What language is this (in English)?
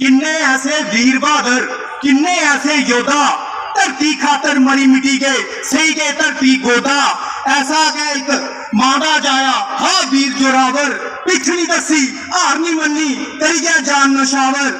Dogri